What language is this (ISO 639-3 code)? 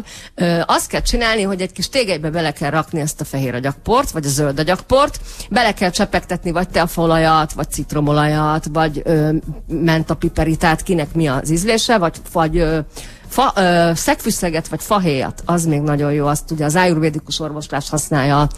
hun